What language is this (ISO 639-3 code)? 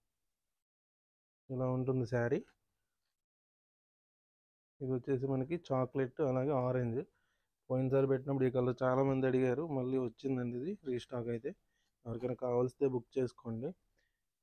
tel